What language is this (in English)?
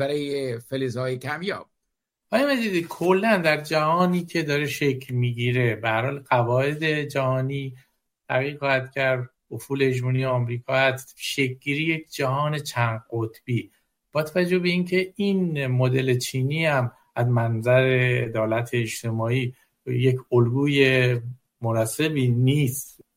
Persian